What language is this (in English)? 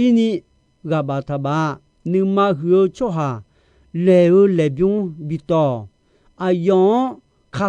Akha